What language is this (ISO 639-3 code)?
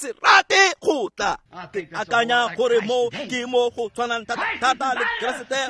tsn